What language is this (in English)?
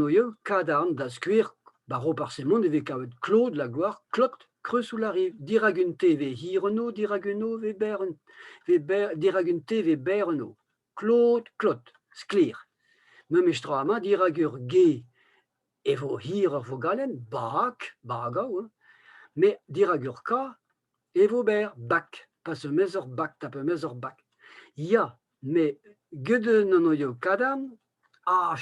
Breton